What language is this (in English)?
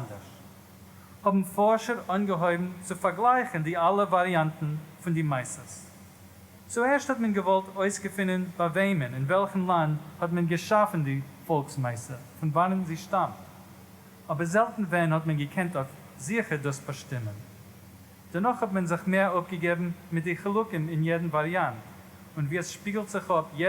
Yiddish